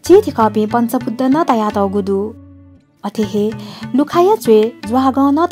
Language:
Newari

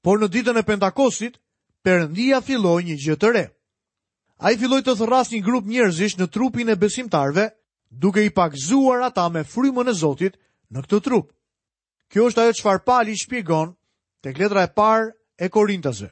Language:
Albanian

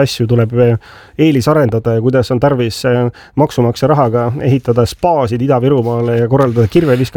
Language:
Estonian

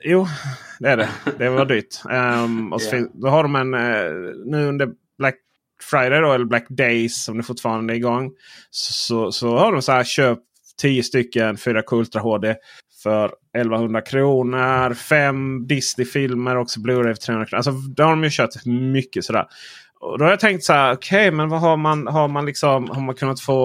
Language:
Swedish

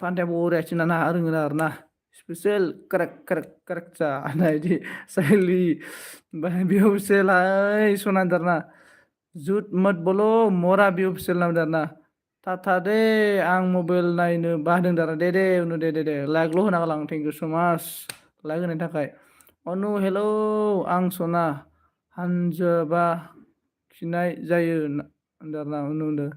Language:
Bodo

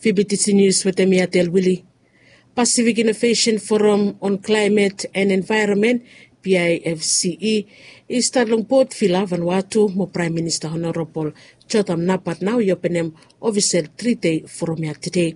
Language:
Bislama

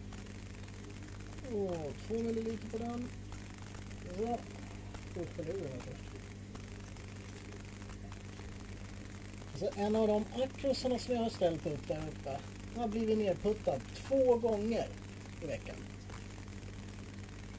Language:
Swedish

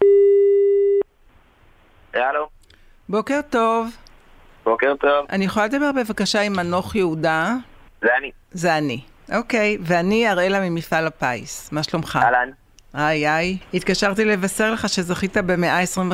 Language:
Hebrew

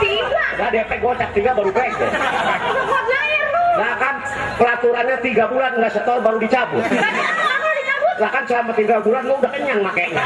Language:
Betawi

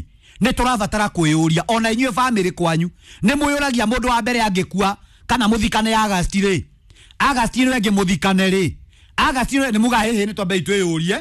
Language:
Kikuyu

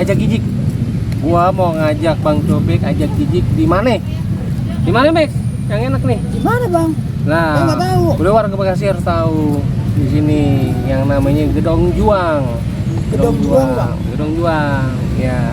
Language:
Betawi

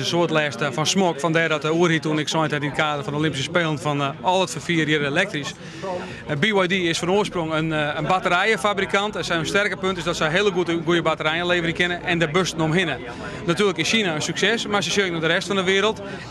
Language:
Western Frisian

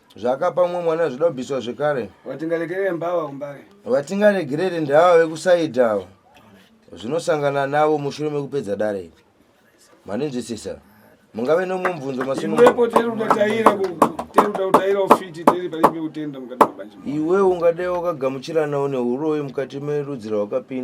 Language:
Shona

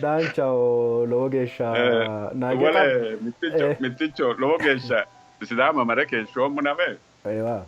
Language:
Sidamo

